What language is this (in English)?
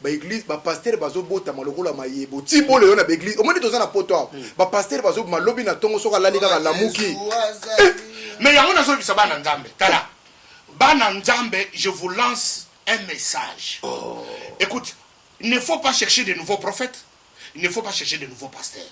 Lingala